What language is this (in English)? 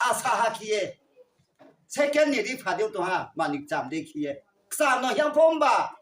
Riang (India)